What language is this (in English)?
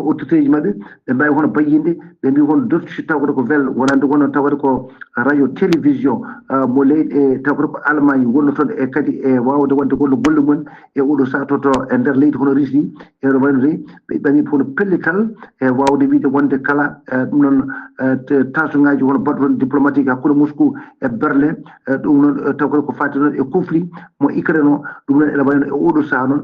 Fula